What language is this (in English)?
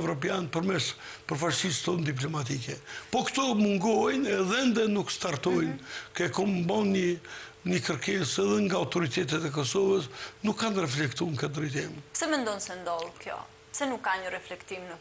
Albanian